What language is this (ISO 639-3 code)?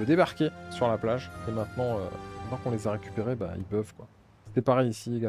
fra